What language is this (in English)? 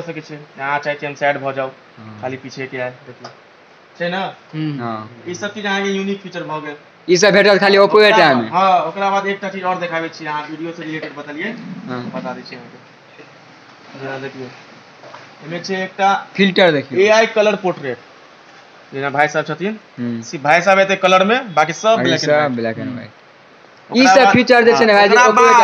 Maithili